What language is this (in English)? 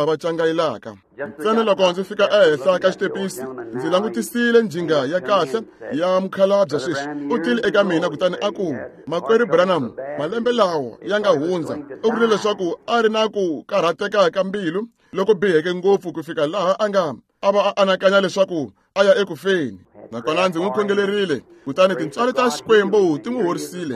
Tsonga